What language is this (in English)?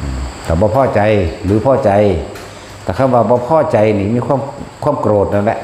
Lao